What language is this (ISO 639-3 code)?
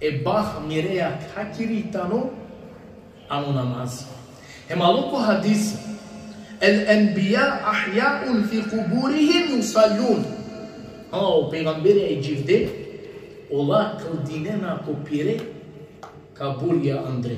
rmn